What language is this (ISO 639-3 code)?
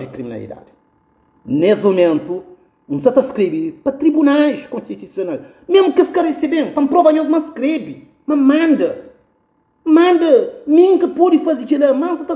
kea